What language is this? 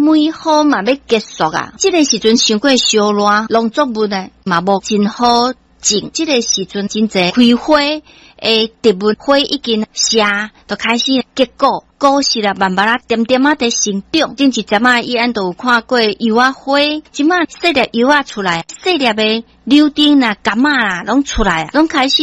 Min Nan Chinese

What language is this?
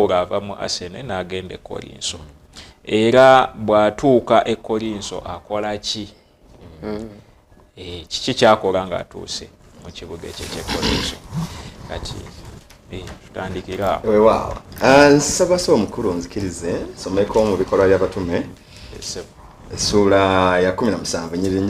Ganda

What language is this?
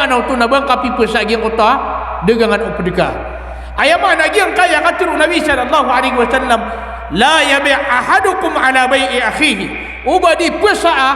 Maranao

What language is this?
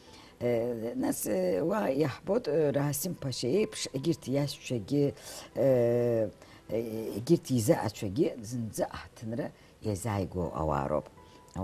Abkhazian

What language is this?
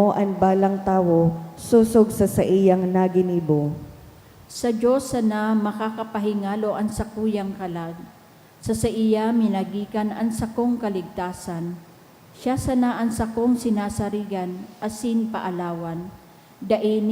Bikol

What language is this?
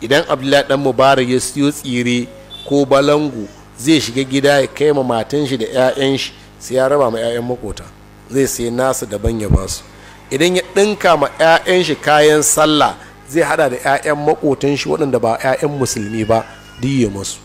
Hausa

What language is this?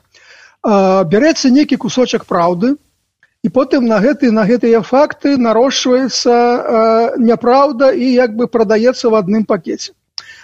Belarusian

